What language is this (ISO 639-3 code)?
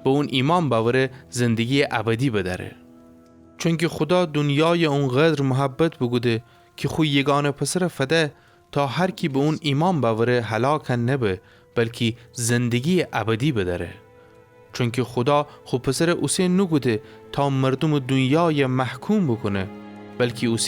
glk